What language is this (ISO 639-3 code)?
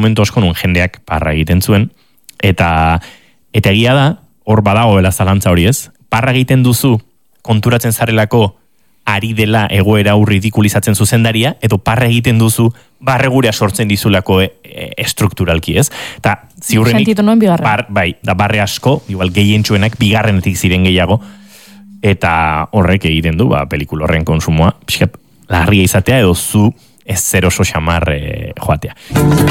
eus